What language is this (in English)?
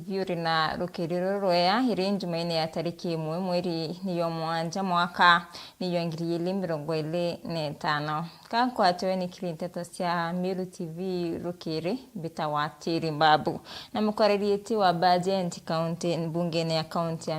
Meru